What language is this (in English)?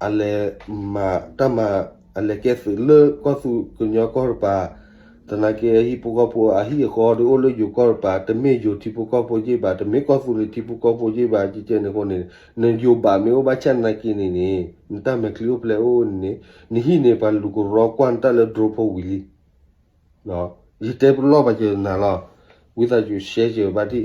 S'gaw Karen